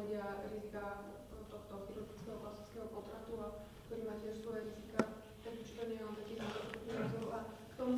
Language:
Slovak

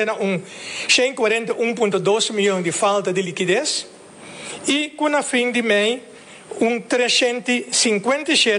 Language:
Papiamento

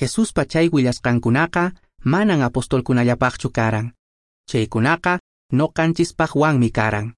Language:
Quechua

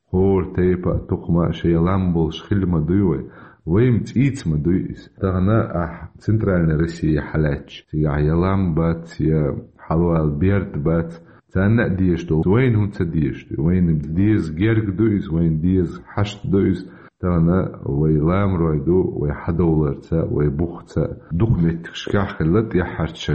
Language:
Chechen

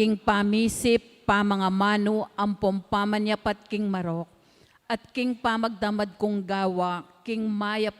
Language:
Pampanga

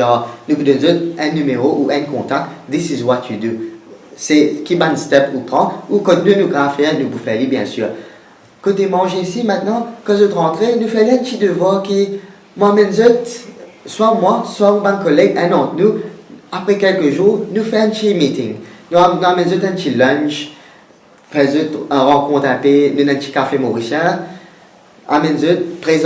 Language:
Morisyen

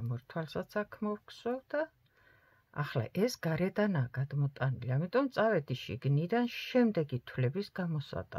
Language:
Georgian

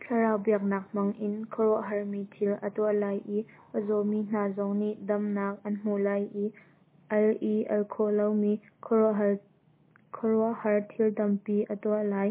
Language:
Hakha Chin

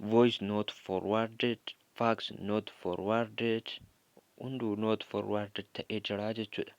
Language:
Oromo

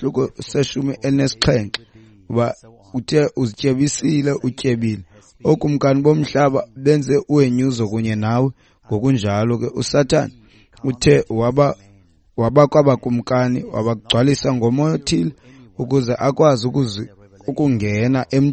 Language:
Xhosa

